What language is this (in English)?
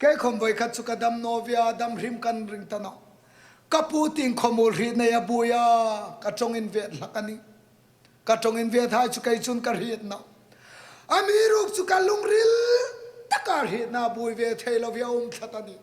Hmar